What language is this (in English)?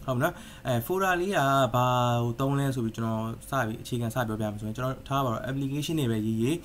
Burmese